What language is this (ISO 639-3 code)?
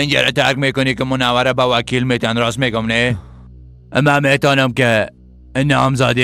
fas